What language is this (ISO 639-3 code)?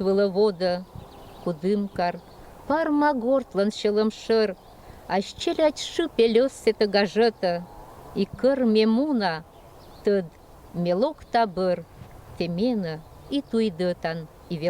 koi